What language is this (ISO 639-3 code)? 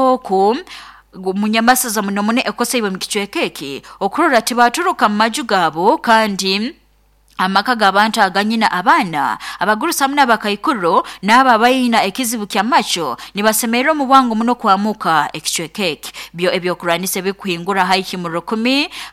nyo